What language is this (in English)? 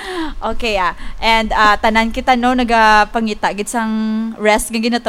Hiligaynon